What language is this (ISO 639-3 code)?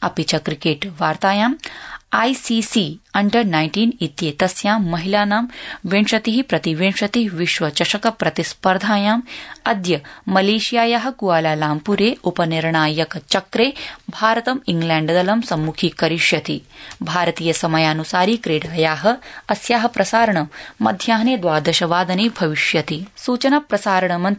san